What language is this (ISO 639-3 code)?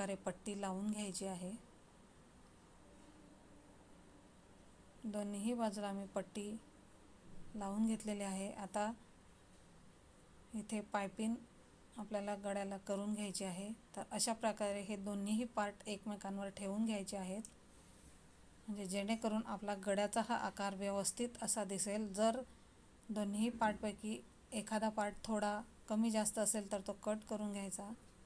mar